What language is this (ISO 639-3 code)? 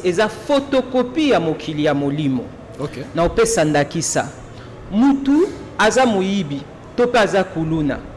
lin